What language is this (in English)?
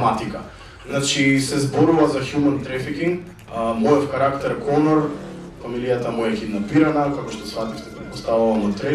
Macedonian